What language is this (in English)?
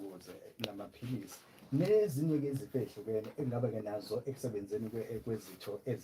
Zulu